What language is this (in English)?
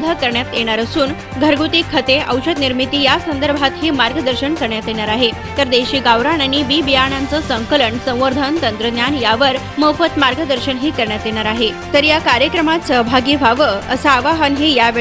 Marathi